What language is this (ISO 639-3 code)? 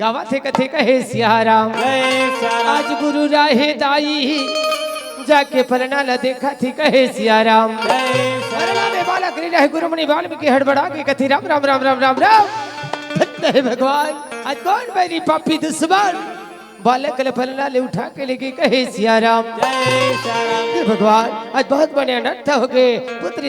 hne